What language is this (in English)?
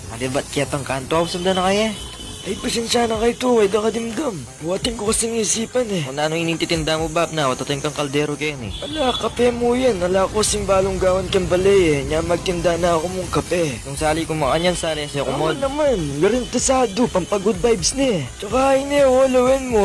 Pampanga